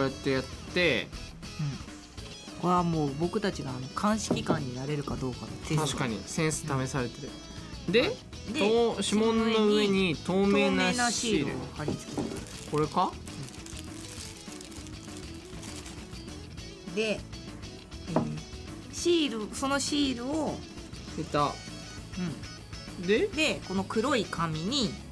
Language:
Japanese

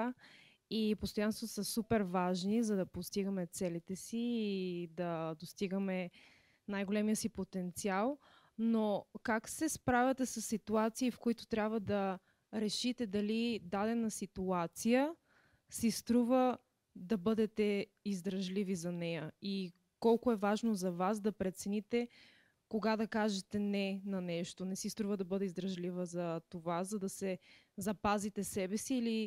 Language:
Bulgarian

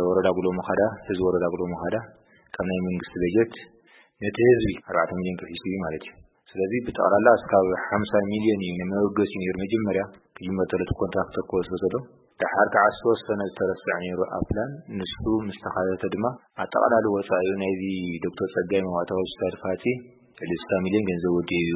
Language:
Tigrinya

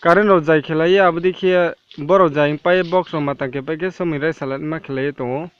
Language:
Riang (India)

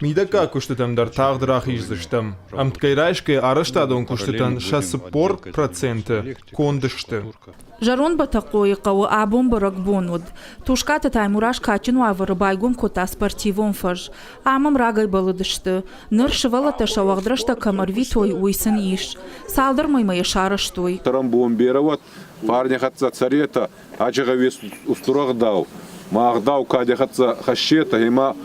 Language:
Ossetic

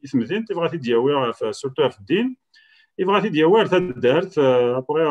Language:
Kabyle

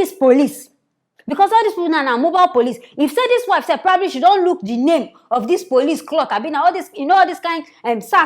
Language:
Nigerian Pidgin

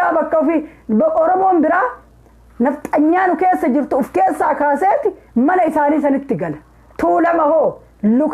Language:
Oromo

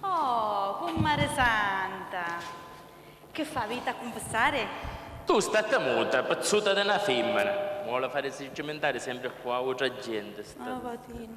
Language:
Sicilian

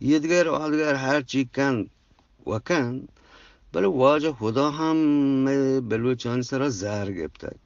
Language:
Eastern Balochi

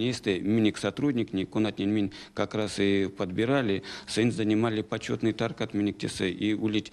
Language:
Erzya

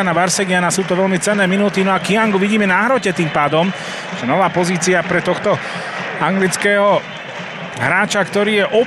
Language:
Slovak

